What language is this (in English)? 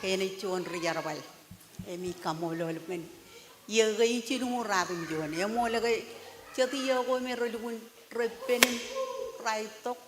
Marshallese